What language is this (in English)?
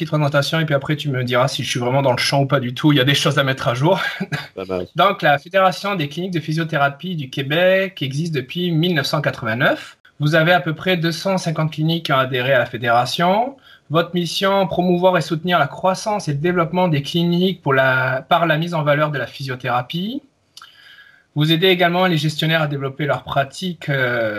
French